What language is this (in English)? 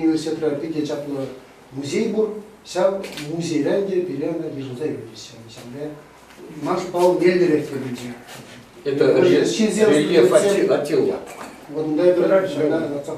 Chuvash